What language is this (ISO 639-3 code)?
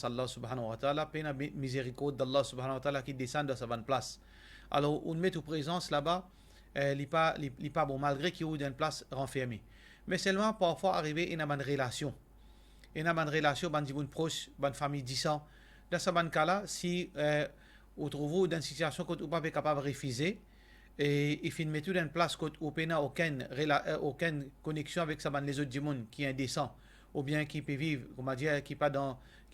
mfe